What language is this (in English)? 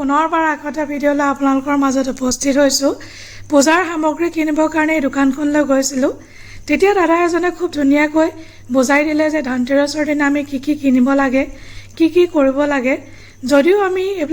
Assamese